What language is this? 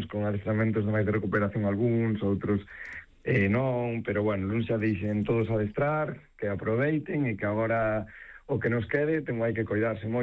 Galician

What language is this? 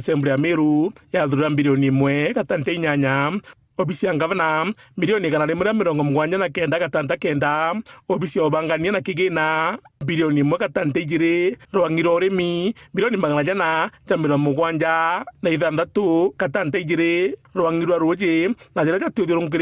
Meru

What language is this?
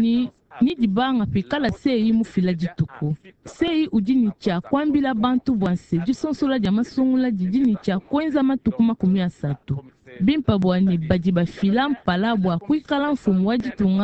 Luba-Lulua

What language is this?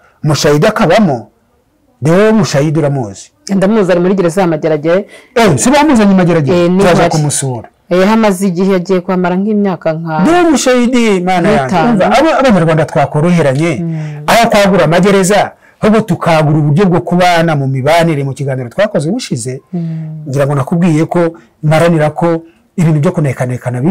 Kinyarwanda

